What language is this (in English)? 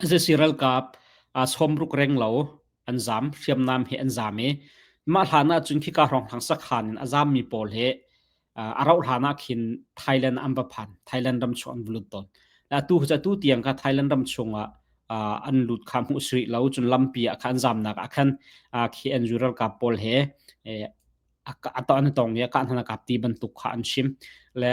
Hakha Chin